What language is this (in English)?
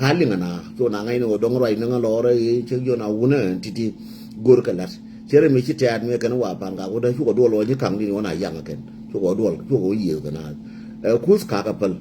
Nuer